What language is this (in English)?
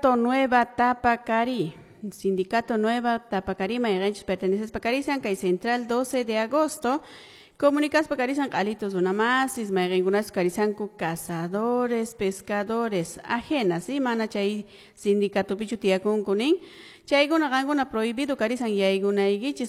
Quechua